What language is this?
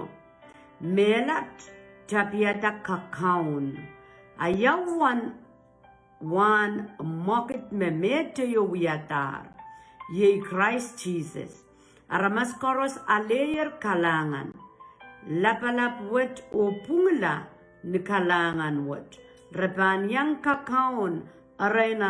Pohnpeian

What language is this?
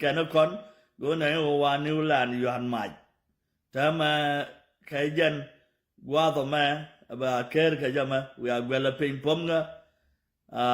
Nuer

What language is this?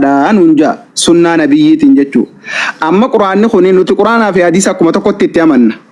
Oromo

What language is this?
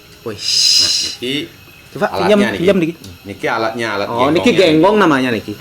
Balinese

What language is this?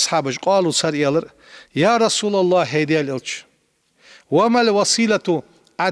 Ingush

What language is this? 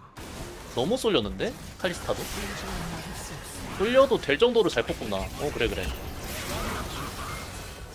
Korean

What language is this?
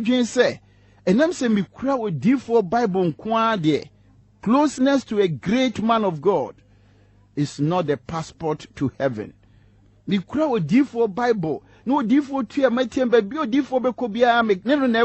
Akan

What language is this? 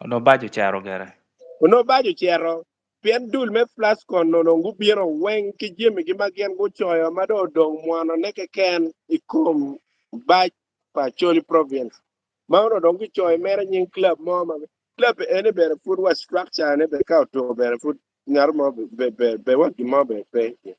Acoli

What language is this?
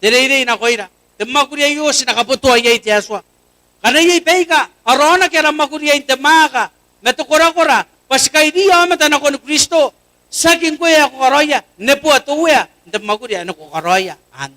Gilbertese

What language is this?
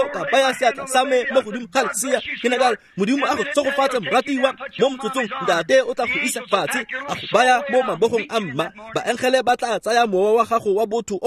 Tswana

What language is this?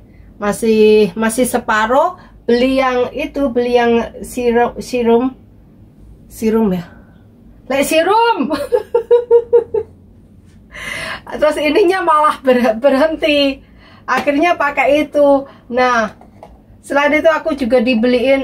Indonesian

